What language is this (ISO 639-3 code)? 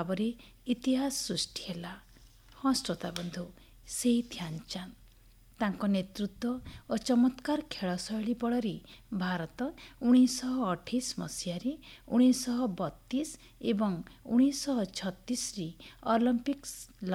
ori